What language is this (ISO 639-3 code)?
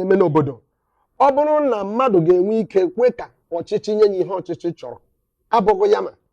ibo